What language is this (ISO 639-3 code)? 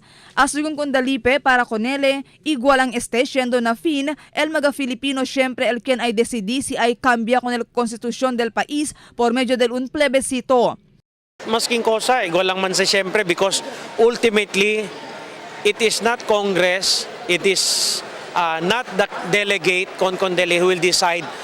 cbk